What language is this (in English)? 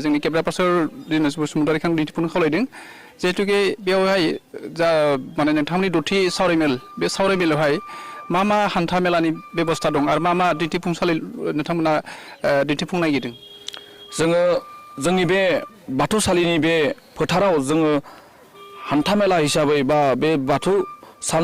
Bodo